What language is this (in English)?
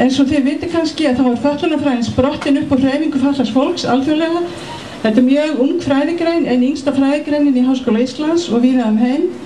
Icelandic